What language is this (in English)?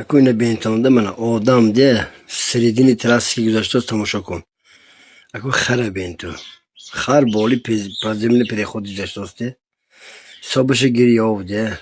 Tajik